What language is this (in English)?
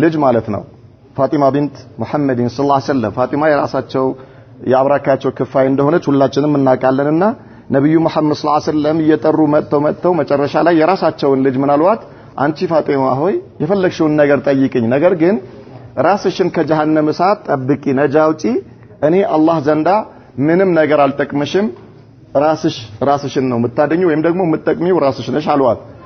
Amharic